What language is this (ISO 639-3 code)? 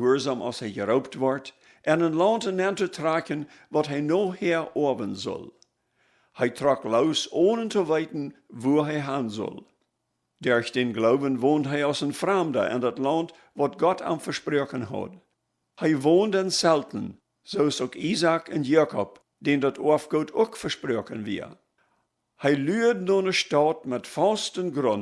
pdt